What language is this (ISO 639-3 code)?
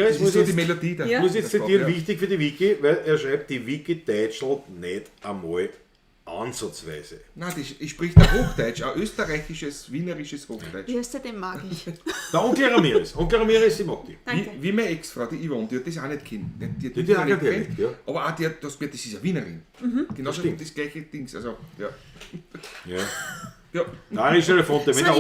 bar